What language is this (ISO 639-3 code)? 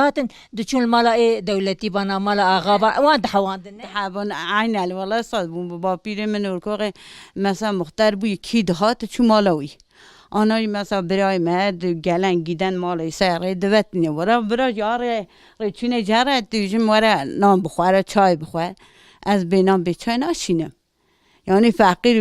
kur